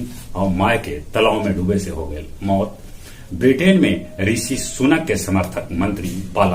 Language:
Magahi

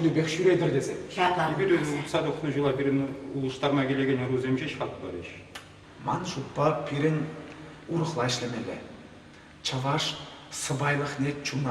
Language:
Chuvash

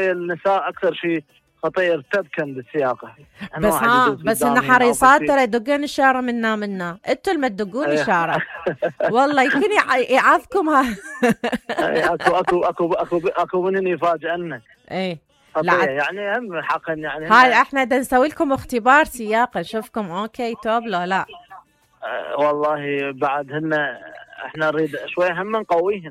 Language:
Mesopotamian Arabic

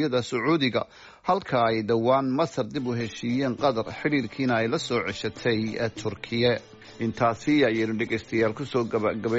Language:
Somali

